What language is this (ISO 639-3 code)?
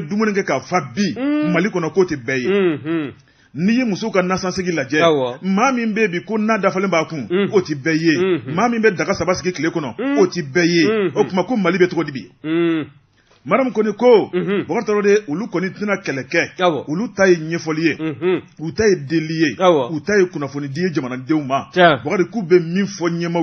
bam